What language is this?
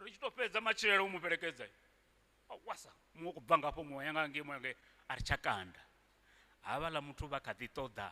Venda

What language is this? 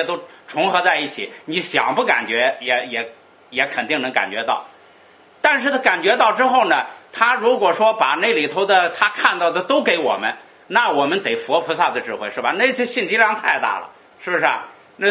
Chinese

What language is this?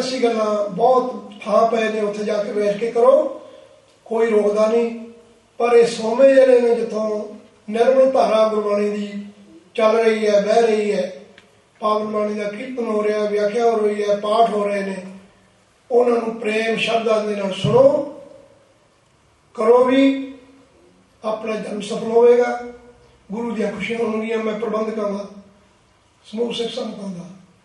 Punjabi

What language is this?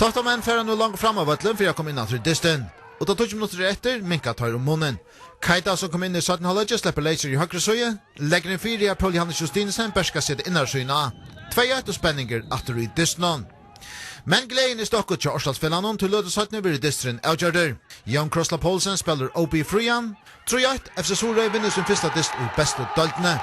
Faroese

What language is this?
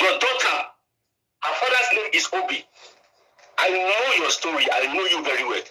Nigerian Pidgin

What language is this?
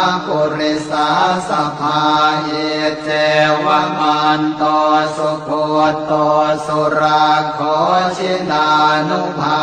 Pali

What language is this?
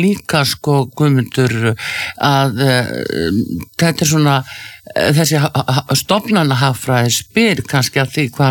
Icelandic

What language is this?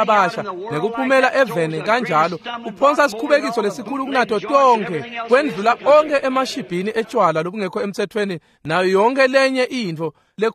Swati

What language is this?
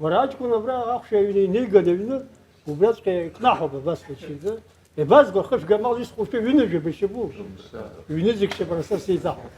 Abkhazian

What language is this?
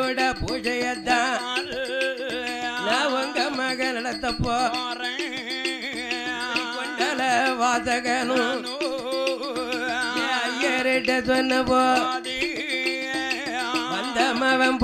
Tamil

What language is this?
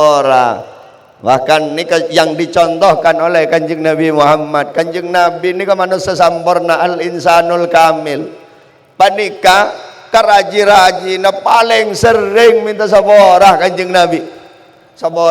Madurese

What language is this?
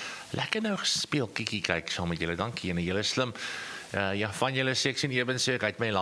Afrikaans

